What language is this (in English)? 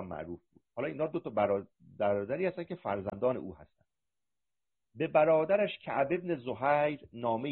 Persian